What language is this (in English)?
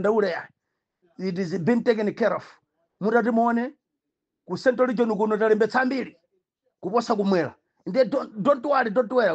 Nyanja